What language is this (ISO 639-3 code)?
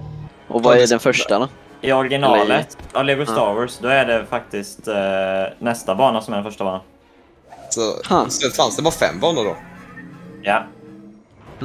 swe